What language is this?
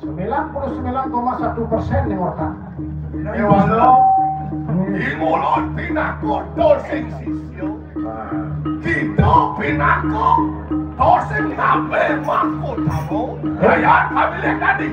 Balinese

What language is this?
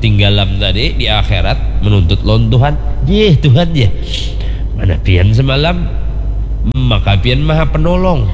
Banjar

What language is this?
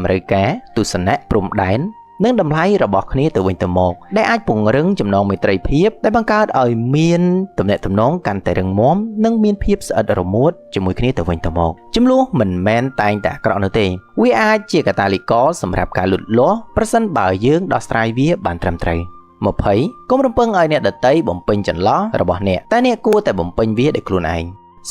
Khmer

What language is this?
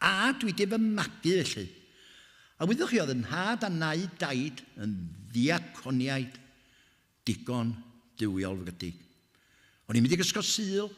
Welsh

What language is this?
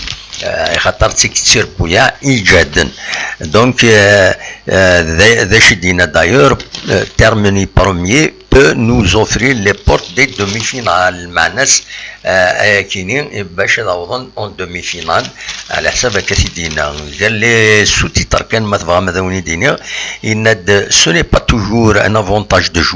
Kabyle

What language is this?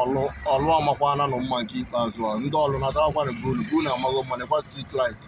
Igbo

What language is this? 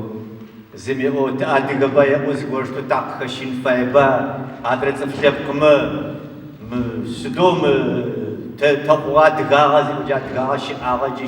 Adyghe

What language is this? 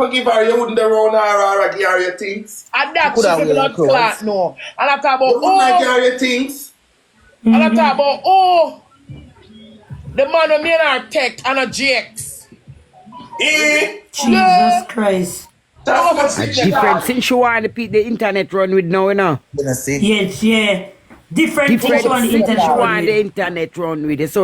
Jamaican Creole English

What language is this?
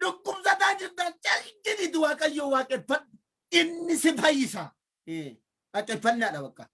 Oromo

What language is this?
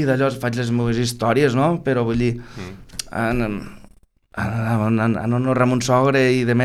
Catalan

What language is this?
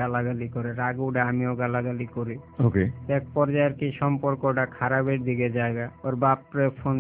Bangla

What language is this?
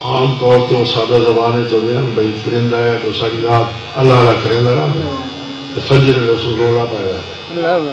Saraiki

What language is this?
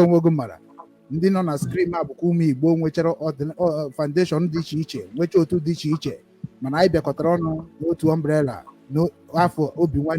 Igbo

